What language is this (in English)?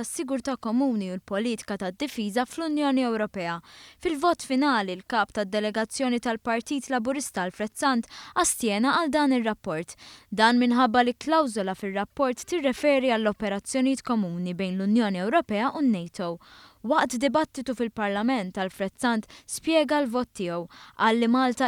Maltese